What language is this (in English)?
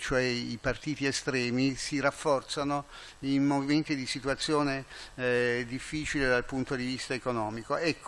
Italian